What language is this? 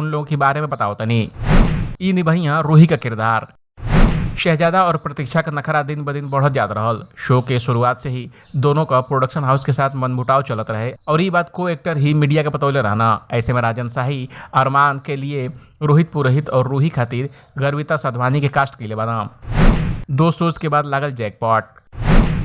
Bhojpuri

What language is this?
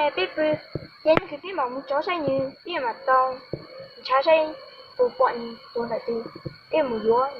Hmong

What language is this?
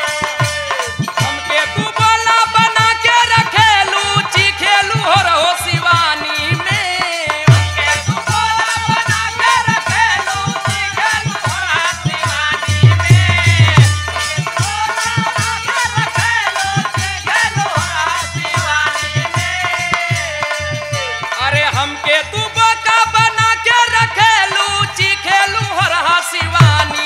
Bhojpuri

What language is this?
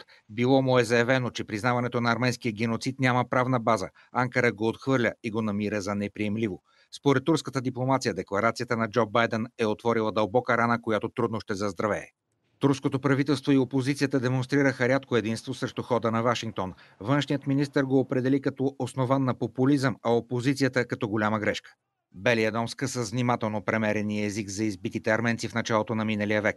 Bulgarian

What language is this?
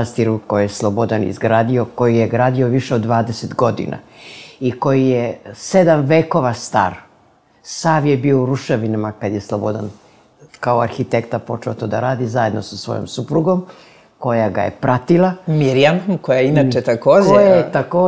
Serbian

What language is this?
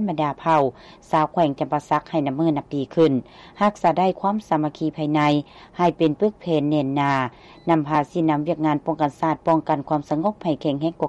Lao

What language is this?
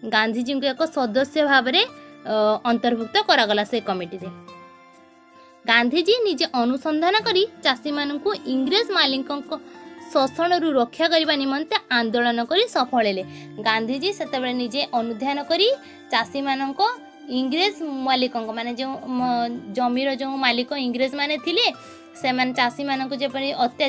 Odia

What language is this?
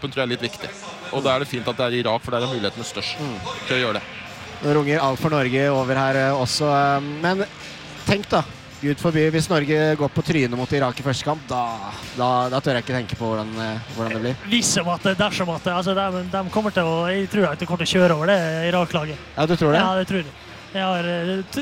Norwegian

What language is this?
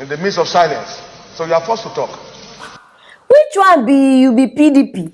Nigerian Pidgin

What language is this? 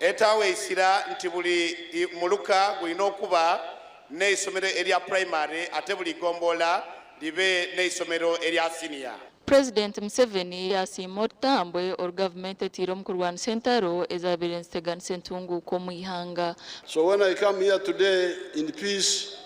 Nyankole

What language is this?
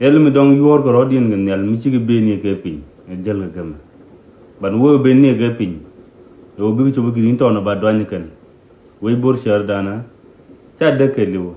Nuer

